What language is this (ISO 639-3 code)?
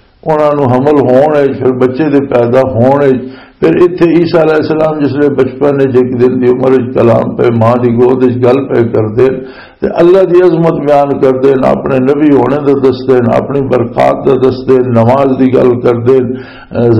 lah